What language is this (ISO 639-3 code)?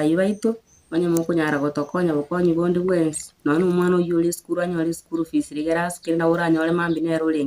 guz